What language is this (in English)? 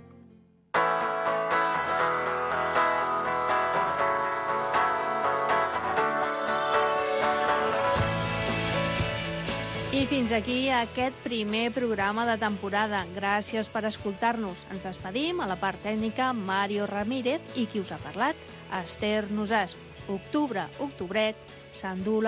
Catalan